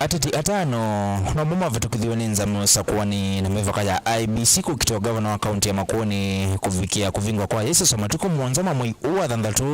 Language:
Kamba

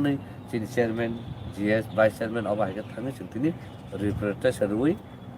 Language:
Kok Borok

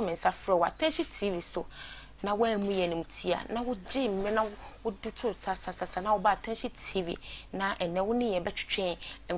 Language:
Akan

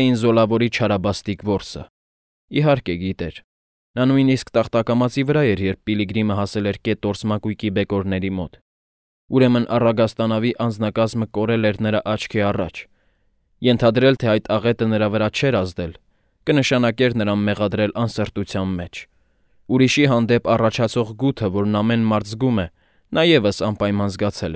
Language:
Armenian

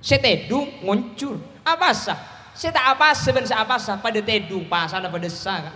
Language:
Madurese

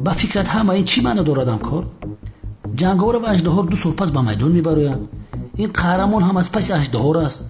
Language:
Tajik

